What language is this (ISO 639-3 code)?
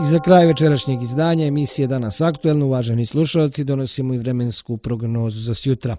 srp